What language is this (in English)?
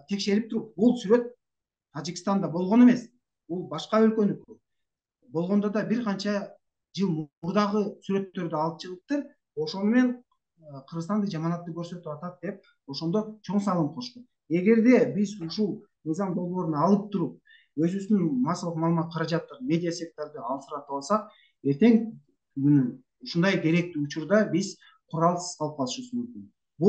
Kyrgyz